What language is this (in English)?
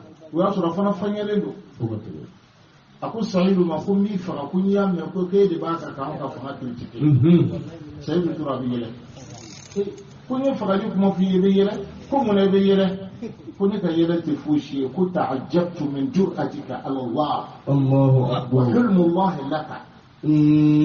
Bambara